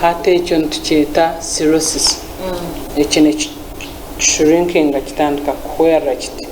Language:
Nyankole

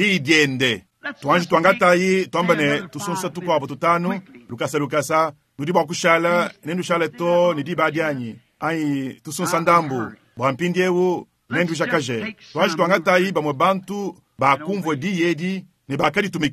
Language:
Luba-Lulua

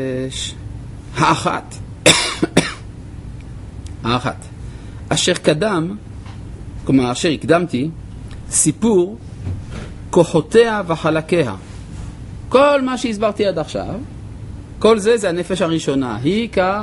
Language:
Hebrew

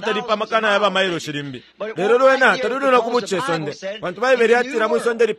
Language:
Bemba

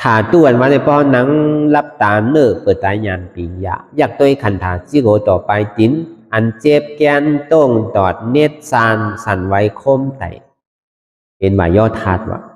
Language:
Shan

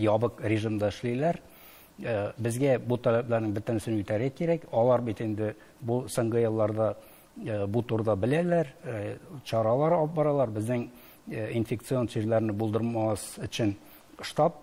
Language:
Tatar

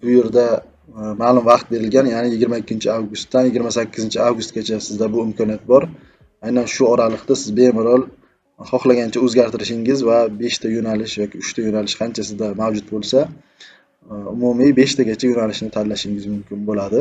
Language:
Uzbek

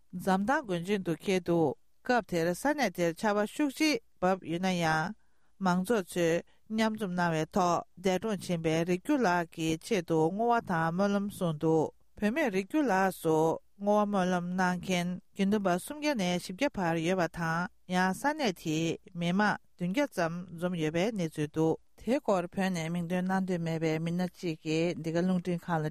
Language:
Tibetan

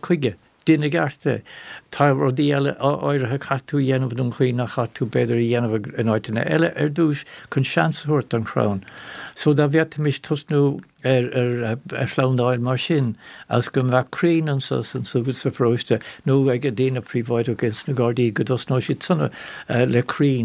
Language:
Irish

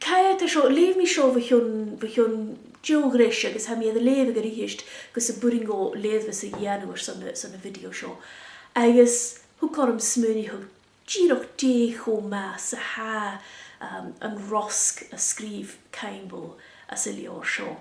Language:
Scottish Gaelic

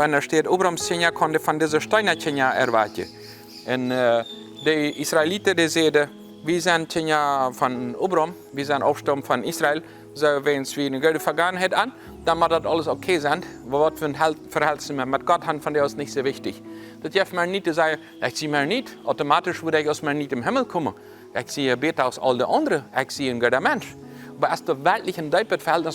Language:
Plautdietsch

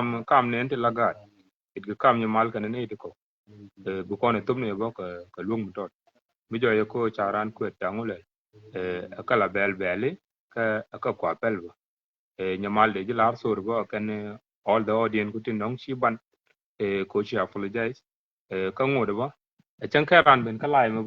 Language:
Nuer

